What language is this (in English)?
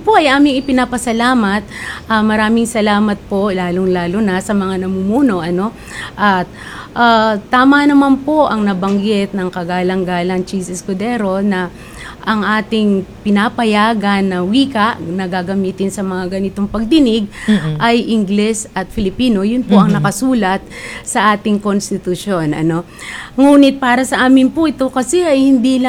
Filipino